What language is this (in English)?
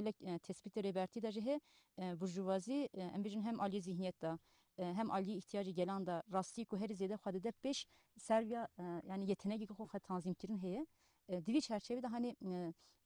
Kurdish